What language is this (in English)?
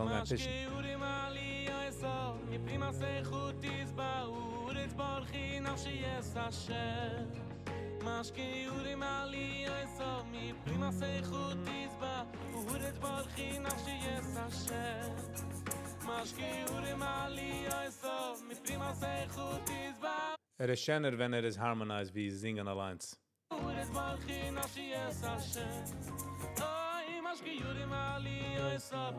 Yiddish